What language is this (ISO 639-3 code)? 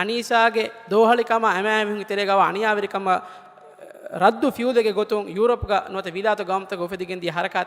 div